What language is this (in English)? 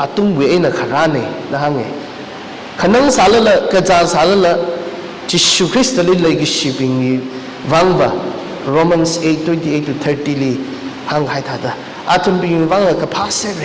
Tangkhul Naga (India)